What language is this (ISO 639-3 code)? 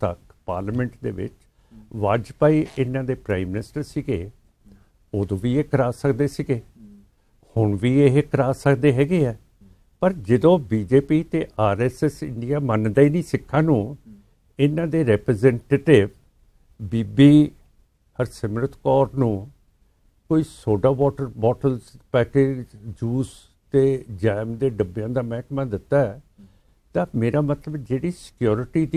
pan